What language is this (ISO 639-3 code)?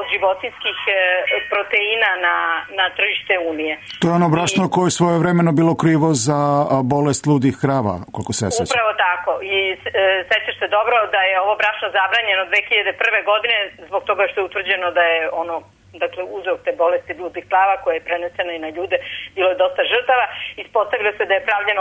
srp